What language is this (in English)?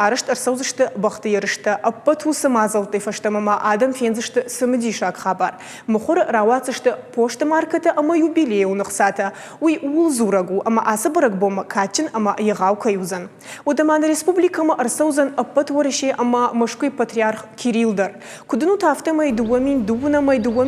Ossetic